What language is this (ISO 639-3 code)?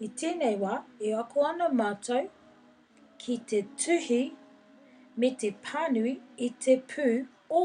ton